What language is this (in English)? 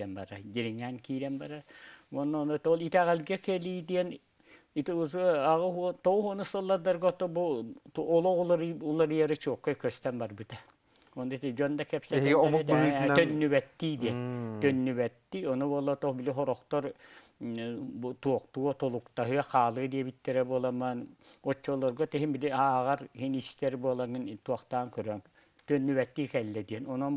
Yakut